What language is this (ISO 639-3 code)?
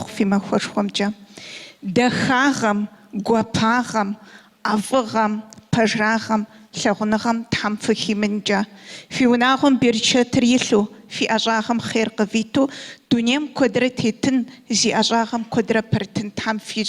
kbd